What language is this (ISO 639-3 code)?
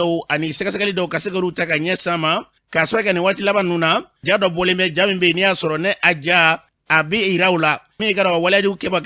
bam